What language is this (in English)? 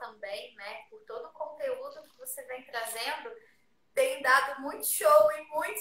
Portuguese